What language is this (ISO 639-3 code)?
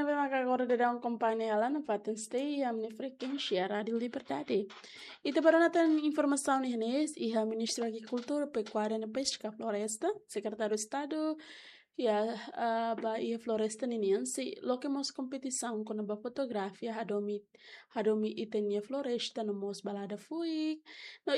tet